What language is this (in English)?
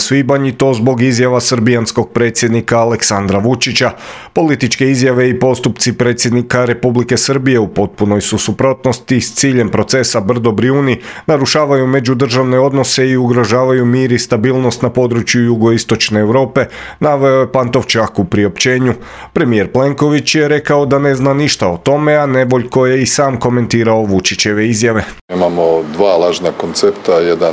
Croatian